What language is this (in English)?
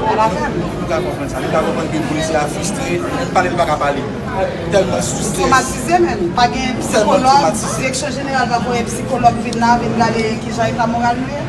Haitian Creole